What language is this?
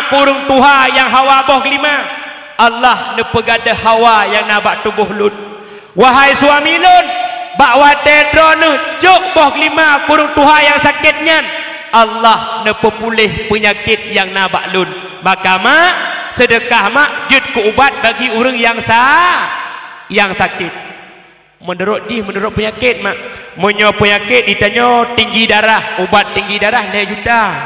Achinese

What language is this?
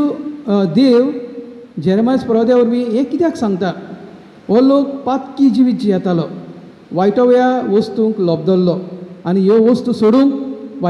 Konkani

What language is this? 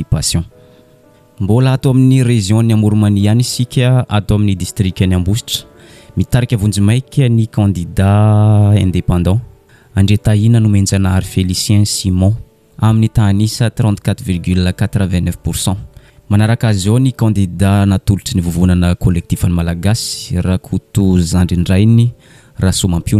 Malagasy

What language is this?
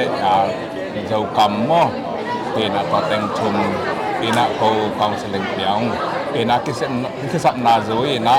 Tedim Chin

